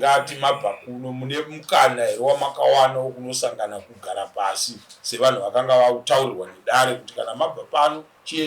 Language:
Shona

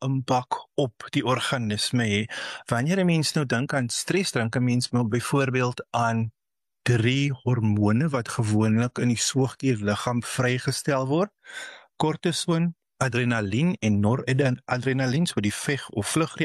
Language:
Afrikaans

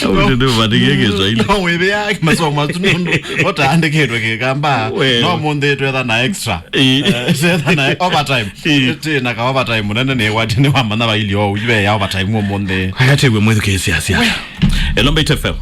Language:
Kamba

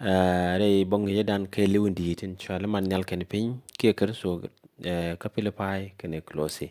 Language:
Nuer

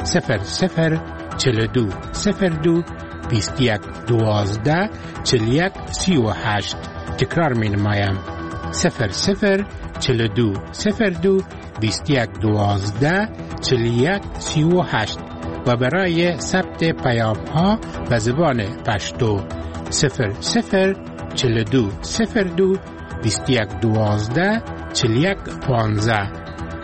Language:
Persian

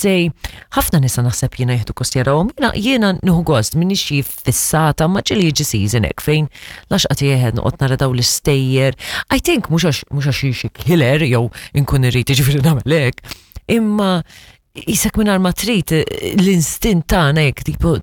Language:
Maltese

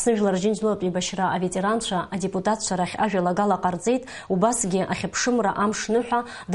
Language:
Abkhazian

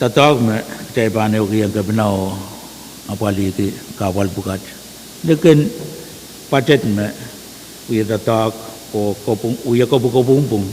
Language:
Pohnpeian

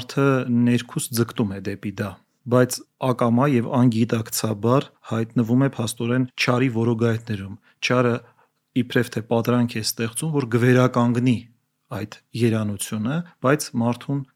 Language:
Armenian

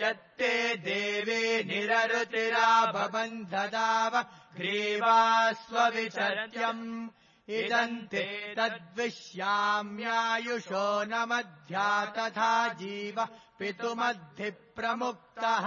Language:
Sanskrit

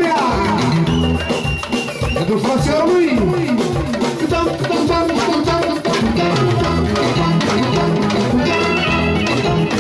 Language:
Romanian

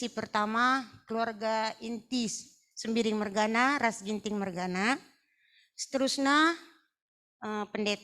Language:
Batak Karo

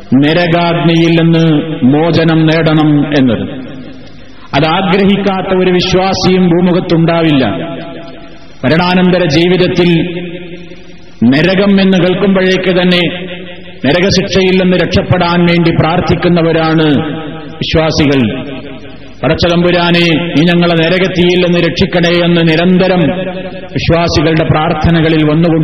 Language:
Malayalam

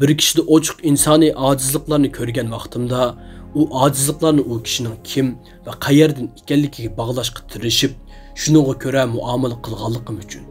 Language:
Uyghur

